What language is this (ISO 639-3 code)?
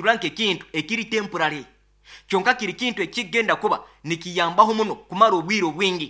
nyo